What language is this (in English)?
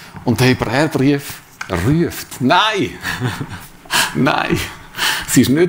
Swiss German